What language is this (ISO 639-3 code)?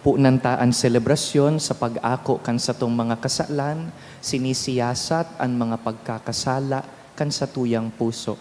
bik